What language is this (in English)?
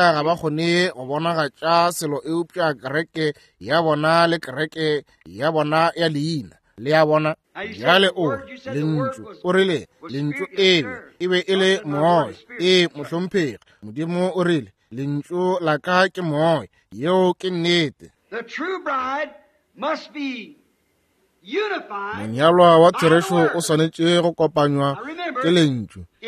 Northern Sotho